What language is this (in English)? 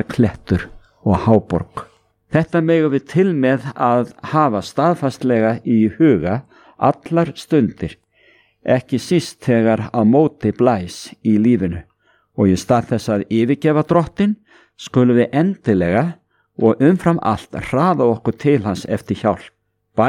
Icelandic